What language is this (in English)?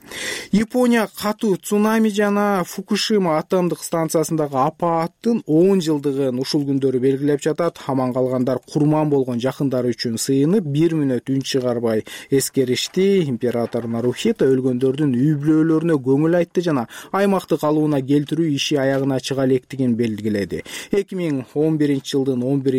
Kyrgyz